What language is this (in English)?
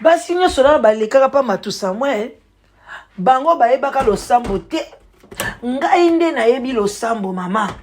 Lingala